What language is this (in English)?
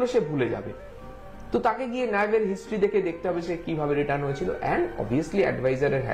Bangla